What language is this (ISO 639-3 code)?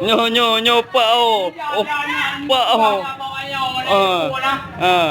ace